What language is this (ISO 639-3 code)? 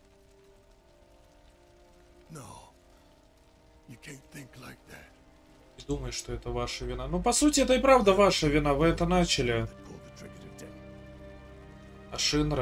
rus